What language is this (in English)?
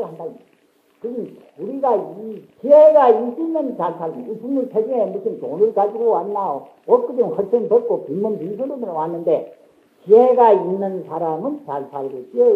Korean